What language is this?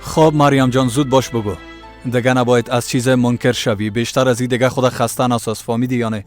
Persian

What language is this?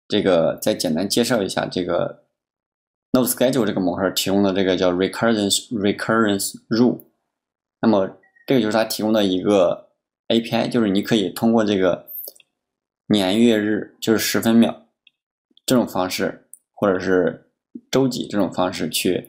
Chinese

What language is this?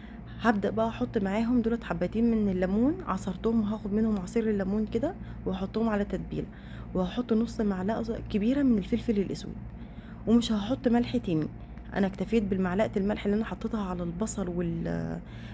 Egyptian Arabic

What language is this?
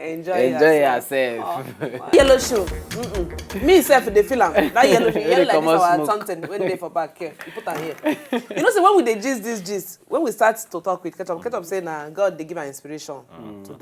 Nigerian Pidgin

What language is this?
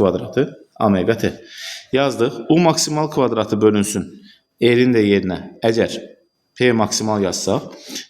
Azerbaijani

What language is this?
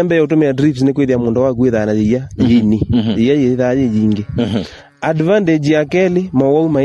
Kamba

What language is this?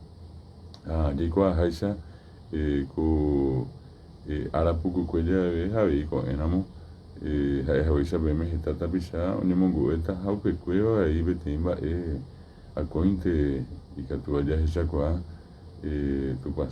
Guarani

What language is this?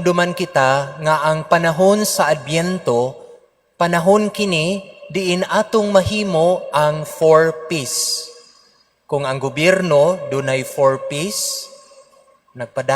Cebuano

